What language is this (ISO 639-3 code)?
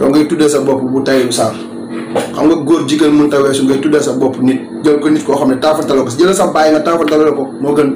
wol